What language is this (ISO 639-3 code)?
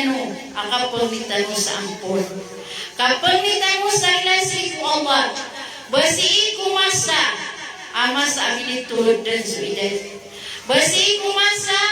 mrw